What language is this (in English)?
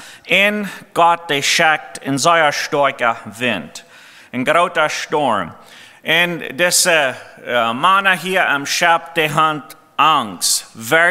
Plautdietsch